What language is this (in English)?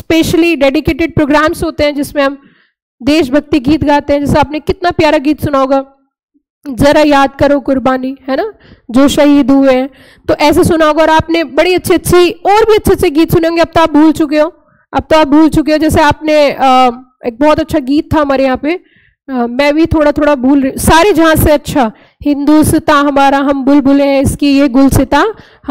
Hindi